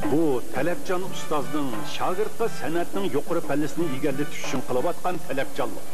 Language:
Uyghur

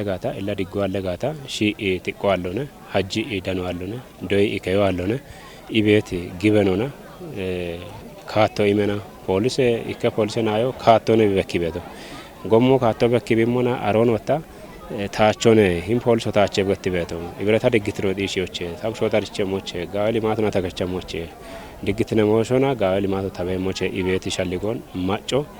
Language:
Kafa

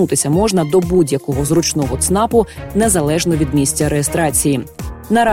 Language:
Ukrainian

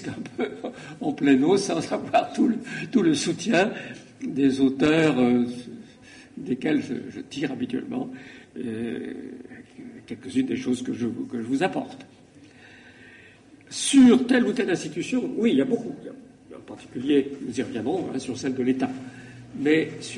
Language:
French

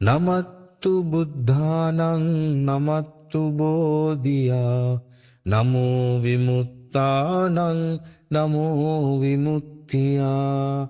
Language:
Pali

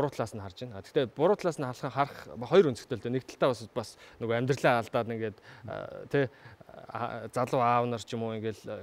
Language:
Mongolian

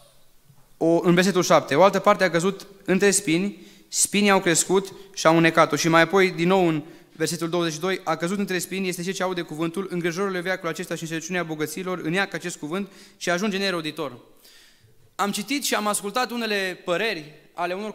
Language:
Romanian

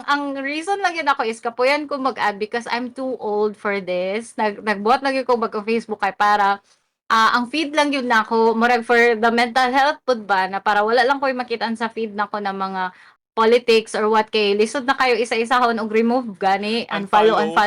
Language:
Cebuano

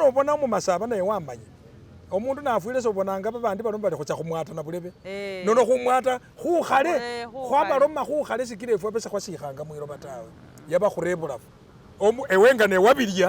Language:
Masaaba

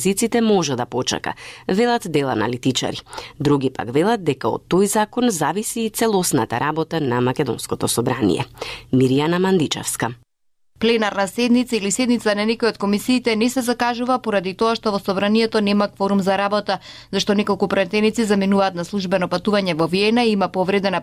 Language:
Macedonian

